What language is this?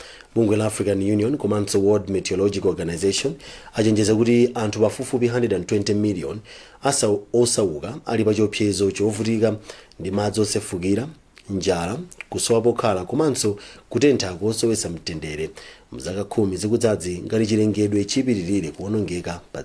Nyanja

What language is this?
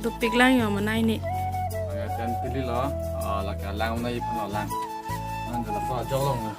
Karbi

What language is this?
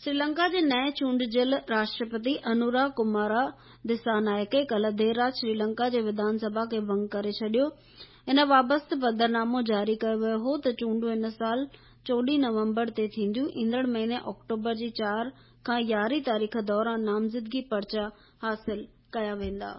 Sindhi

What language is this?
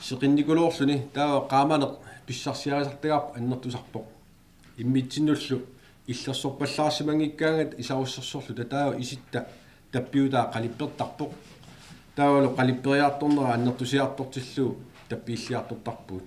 Kalaallisut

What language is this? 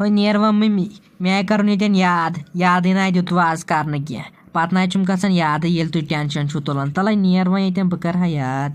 Kashmiri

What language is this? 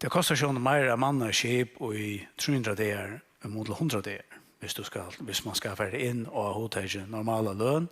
Faroese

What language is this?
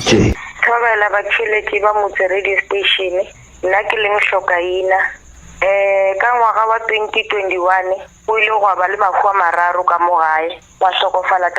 Northern Sotho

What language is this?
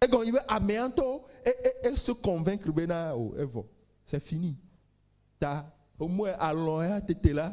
Ewe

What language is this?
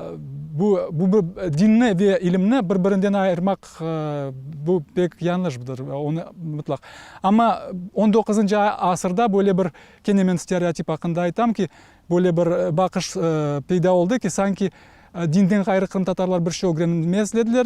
Crimean Tatar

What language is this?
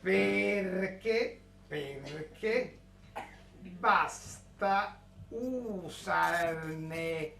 Neapolitan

